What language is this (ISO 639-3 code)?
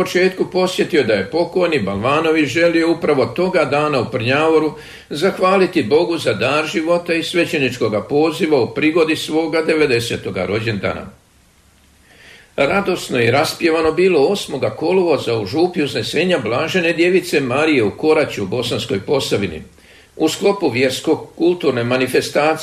hrv